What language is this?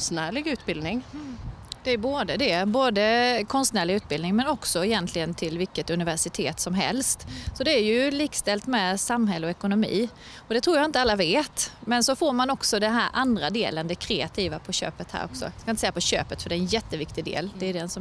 Swedish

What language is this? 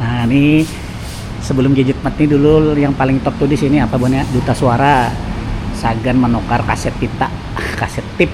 Banjar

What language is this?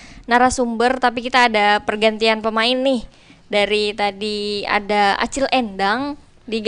Banjar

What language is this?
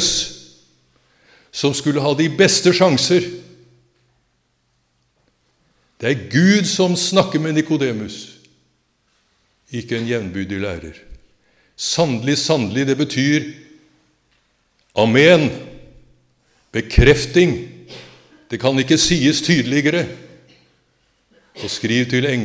Norwegian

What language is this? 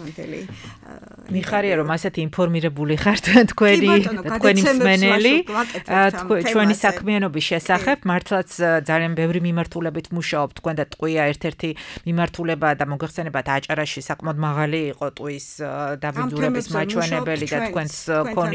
Georgian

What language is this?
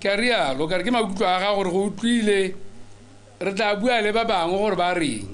Tswana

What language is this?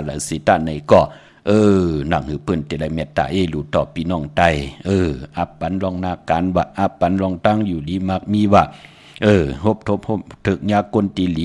Shan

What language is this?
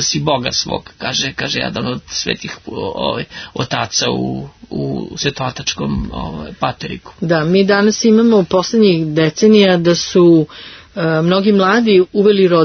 Serbian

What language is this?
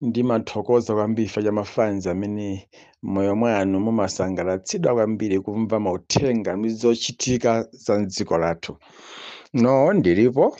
Nyanja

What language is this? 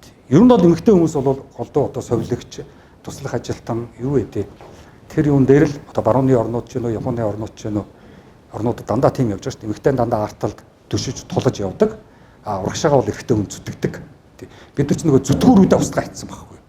Mongolian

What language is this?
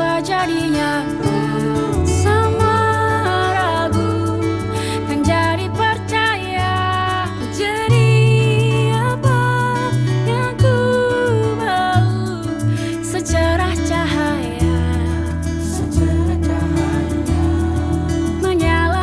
Ambonese Malay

